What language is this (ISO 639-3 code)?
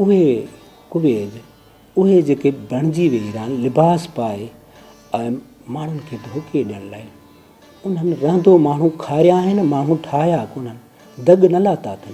snd